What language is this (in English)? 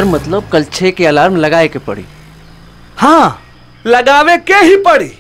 Bhojpuri